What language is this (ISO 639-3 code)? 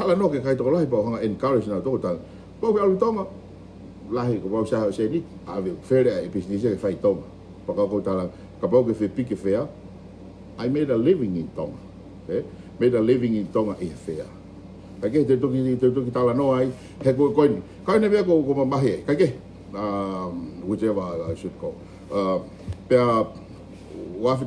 ton